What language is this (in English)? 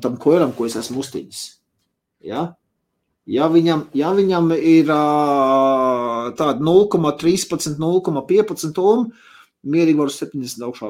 Latvian